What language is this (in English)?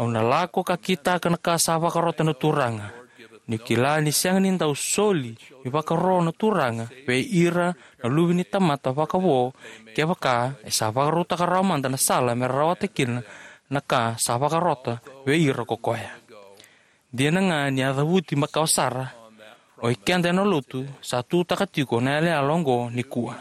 Fijian